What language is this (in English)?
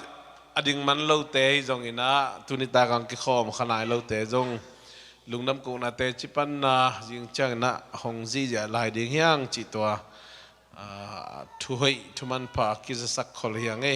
Tedim Chin